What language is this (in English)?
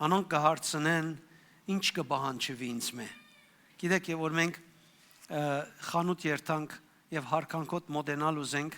Western Armenian